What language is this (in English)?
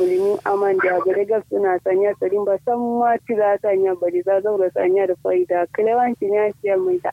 Kanuri